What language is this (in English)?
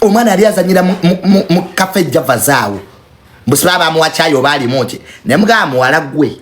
Ganda